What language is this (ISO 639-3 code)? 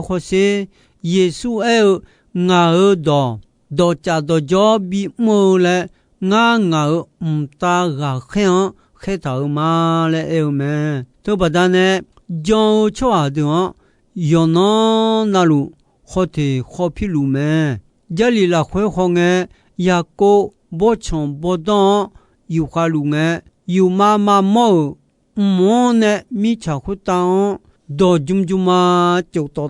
ahk